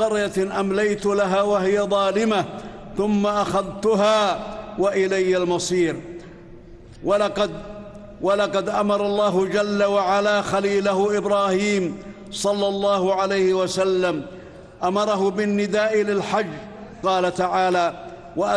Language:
Arabic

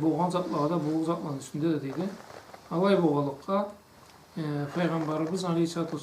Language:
Karachay-Balkar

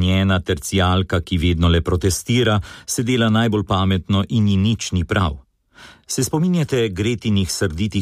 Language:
Slovenian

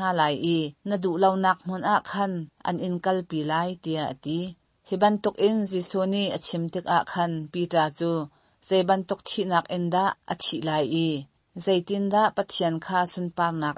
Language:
Hakha Chin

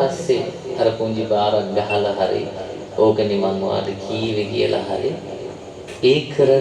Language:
Sinhala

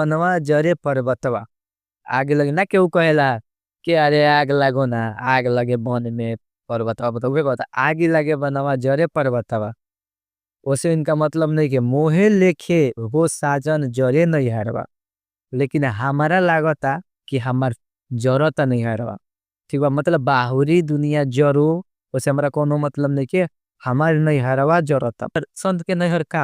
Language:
Bhojpuri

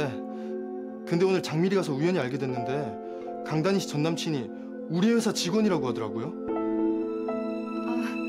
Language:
Korean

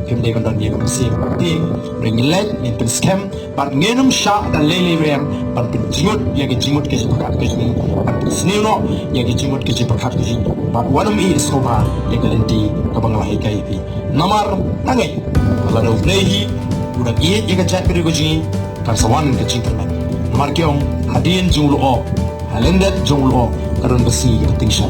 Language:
Khasi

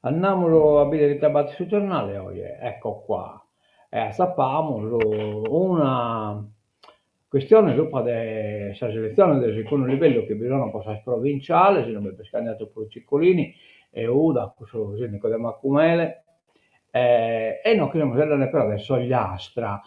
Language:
Sardinian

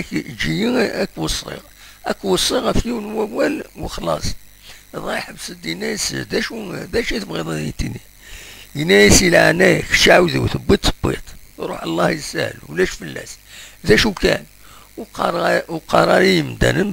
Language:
Kabyle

